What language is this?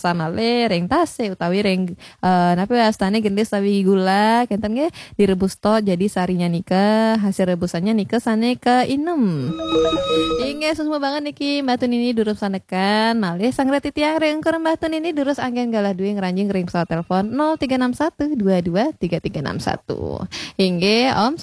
Balinese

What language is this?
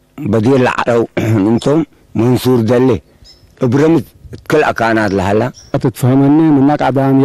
Tigre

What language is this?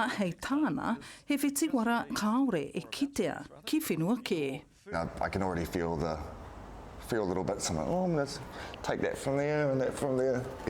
Māori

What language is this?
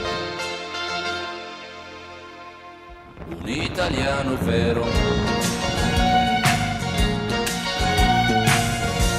Italian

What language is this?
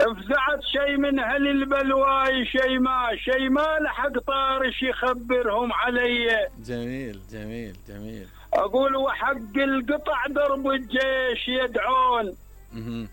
Mesopotamian Arabic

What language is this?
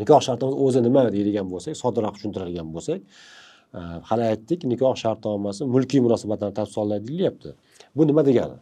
Uzbek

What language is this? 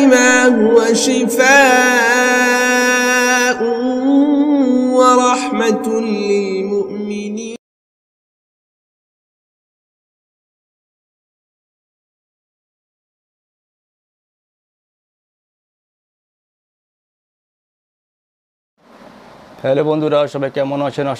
Bangla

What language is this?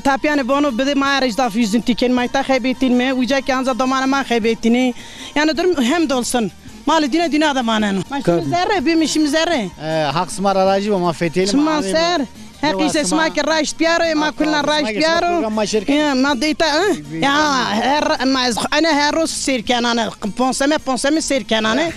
Zaza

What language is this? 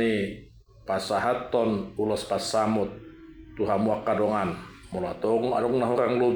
Batak Toba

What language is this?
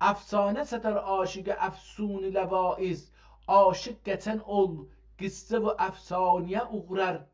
South Azerbaijani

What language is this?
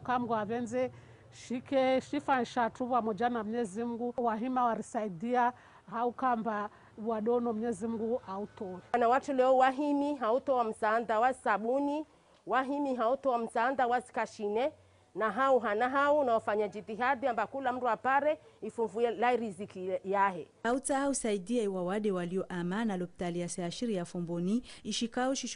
Ngazidja Comorian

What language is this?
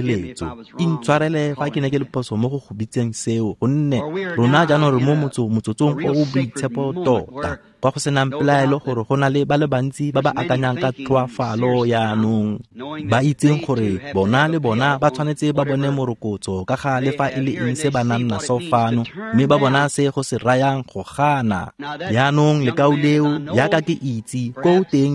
Tswana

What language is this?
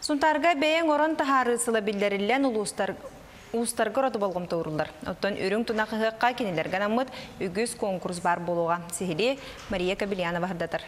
Yakut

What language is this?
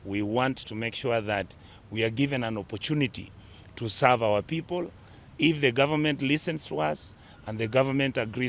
Gusii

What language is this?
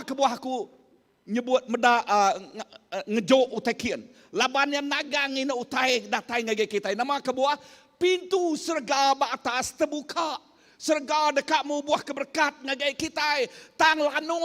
Iban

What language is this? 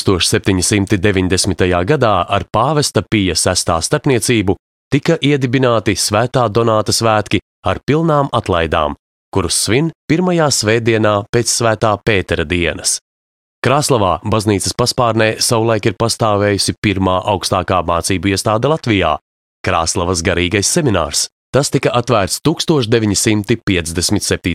Latvian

